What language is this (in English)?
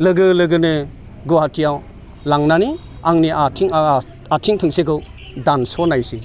Bodo